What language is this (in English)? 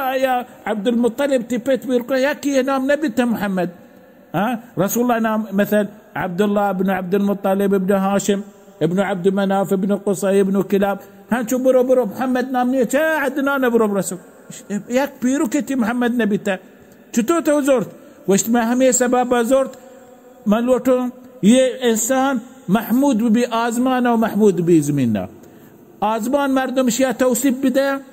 Baluchi